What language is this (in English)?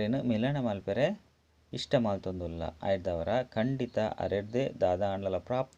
Tulu